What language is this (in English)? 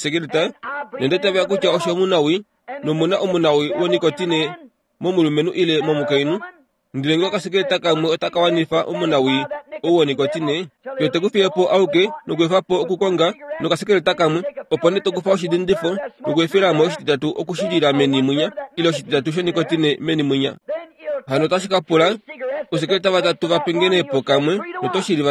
Kuanyama